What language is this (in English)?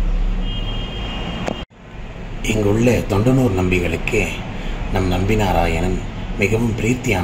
Tamil